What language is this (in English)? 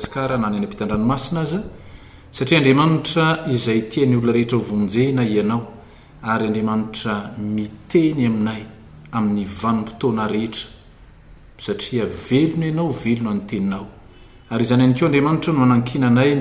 Malagasy